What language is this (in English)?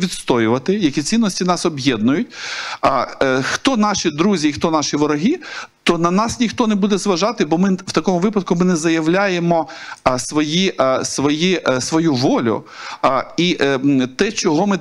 Ukrainian